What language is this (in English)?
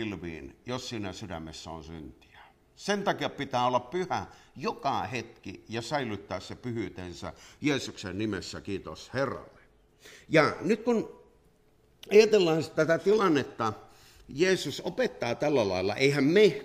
Finnish